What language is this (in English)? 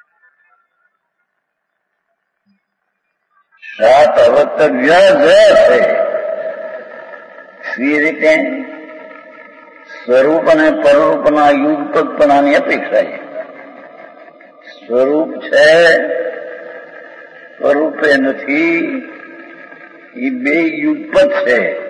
Gujarati